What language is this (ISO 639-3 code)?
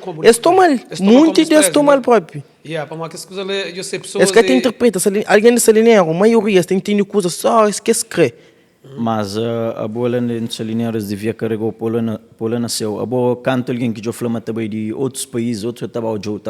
kea